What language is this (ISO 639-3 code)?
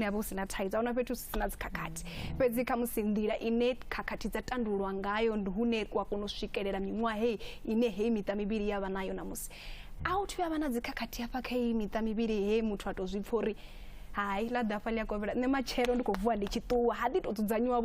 ven